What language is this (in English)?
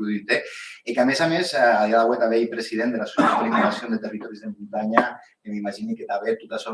Occitan